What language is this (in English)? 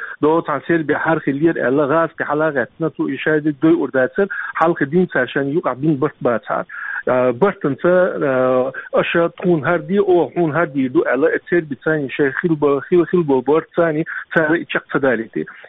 Chechen